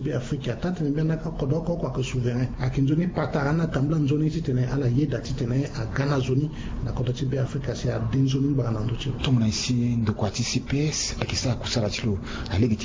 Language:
Sango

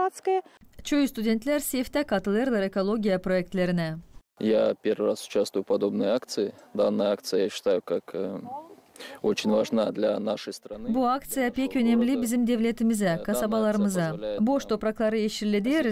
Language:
Gagauz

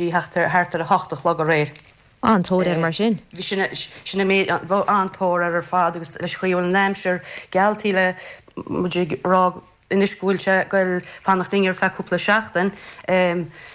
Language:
Irish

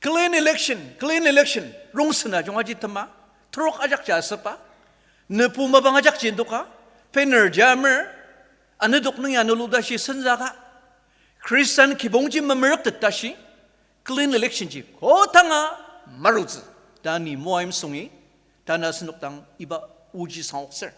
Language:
Ao Naga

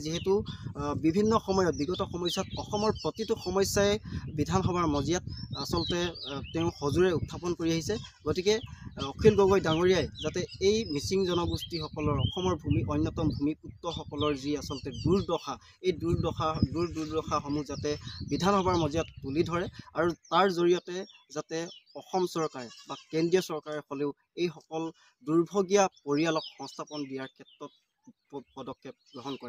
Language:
Assamese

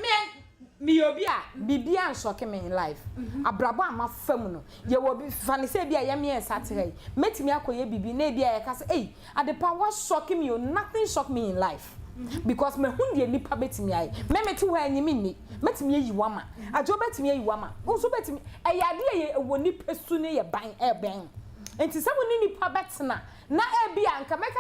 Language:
Akan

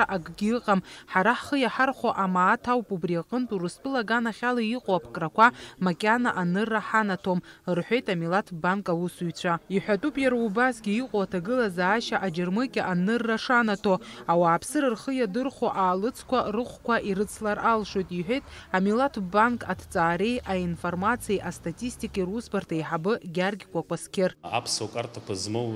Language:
Abkhazian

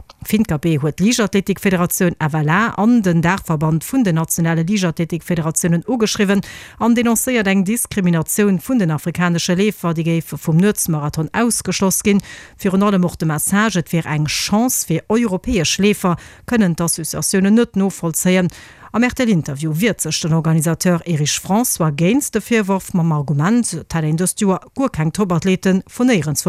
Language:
Luxembourgish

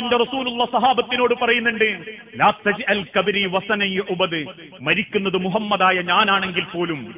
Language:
Malayalam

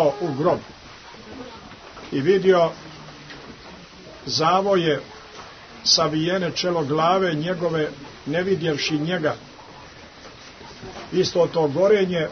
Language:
Croatian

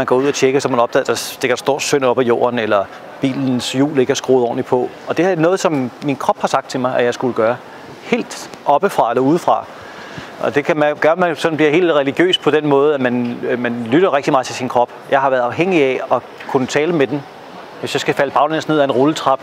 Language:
Danish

